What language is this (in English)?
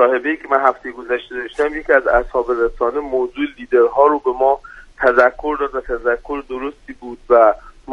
Persian